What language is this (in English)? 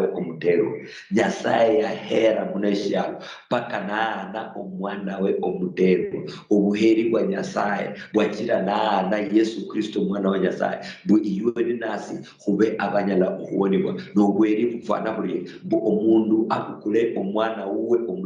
Luyia